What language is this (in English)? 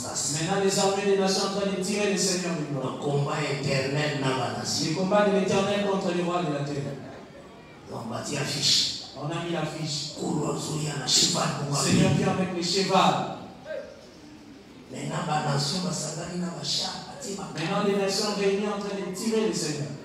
French